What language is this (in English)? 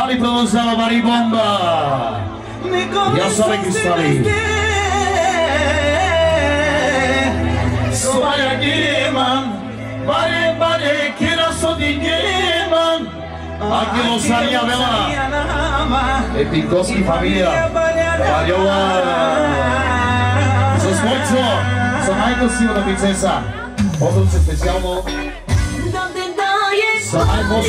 Bulgarian